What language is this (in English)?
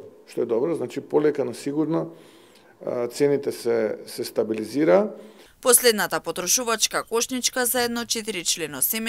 Macedonian